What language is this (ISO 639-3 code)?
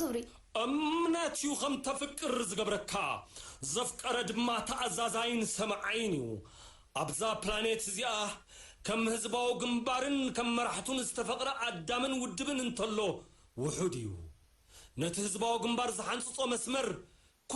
tir